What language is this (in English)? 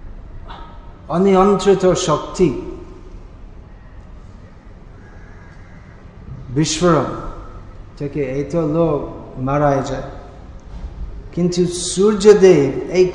Bangla